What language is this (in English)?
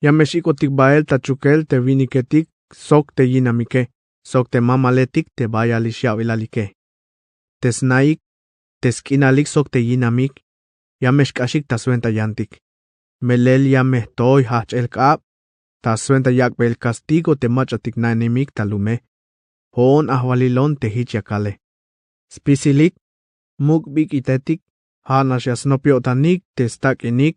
Tzeltal